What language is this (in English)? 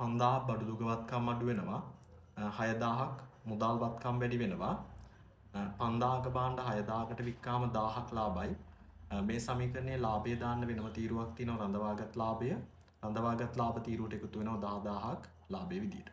Sinhala